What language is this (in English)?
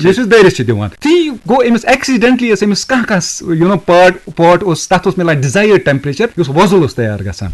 Kashmiri